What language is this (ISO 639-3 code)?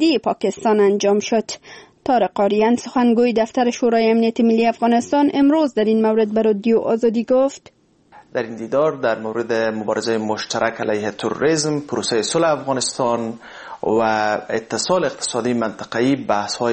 fas